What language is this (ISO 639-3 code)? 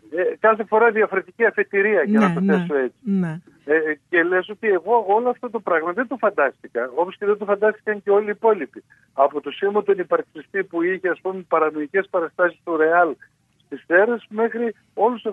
ell